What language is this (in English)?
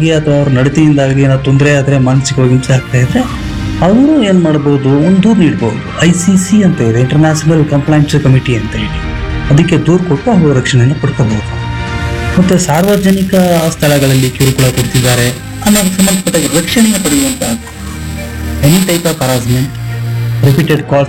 Kannada